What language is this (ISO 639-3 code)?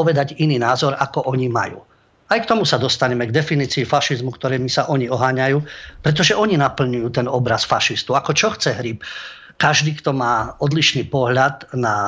slk